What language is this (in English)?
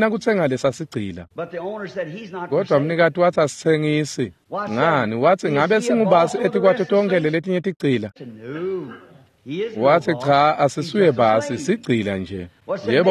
Swati